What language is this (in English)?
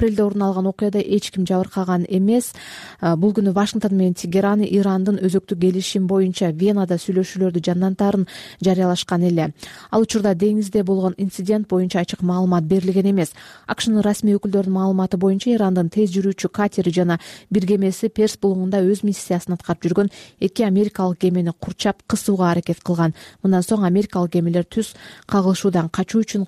Kyrgyz